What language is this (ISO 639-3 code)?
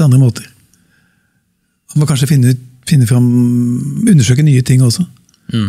nor